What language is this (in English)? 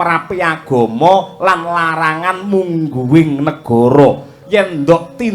Javanese